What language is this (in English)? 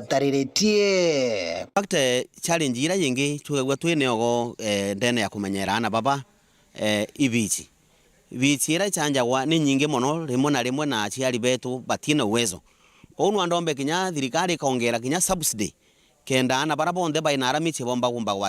Meru